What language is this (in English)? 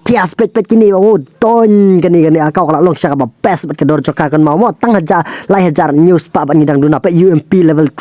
Khasi